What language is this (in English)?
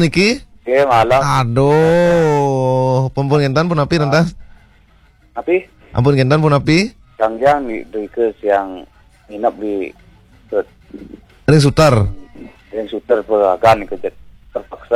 Balinese